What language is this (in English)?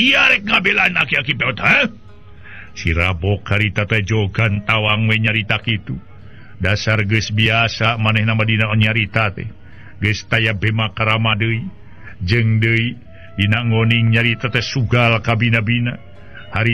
Sundanese